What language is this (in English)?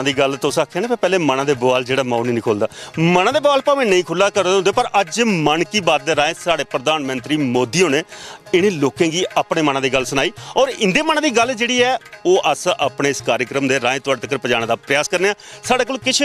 Dogri